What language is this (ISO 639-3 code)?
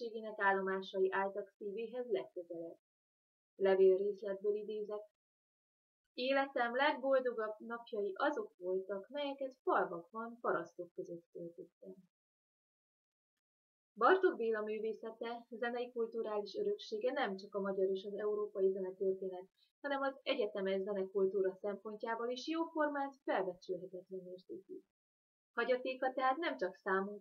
hun